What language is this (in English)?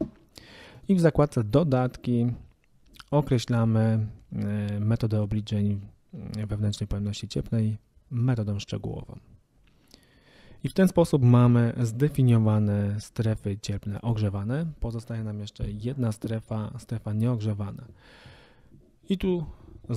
Polish